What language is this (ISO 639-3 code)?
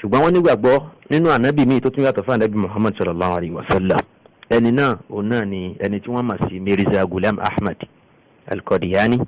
yor